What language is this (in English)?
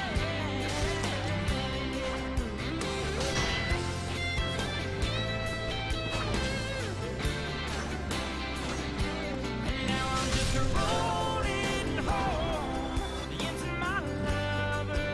English